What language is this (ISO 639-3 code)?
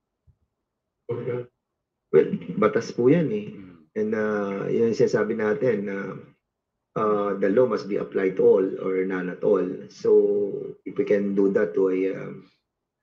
fil